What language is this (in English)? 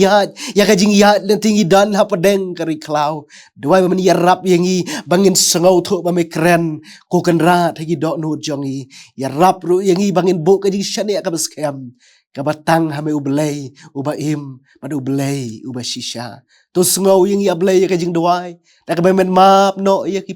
Khasi